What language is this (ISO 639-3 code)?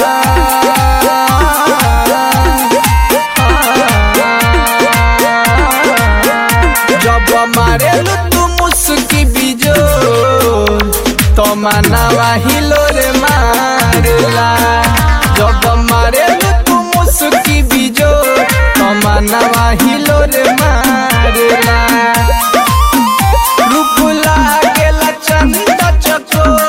bho